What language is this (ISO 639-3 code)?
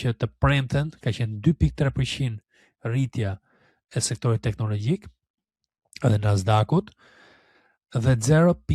sqi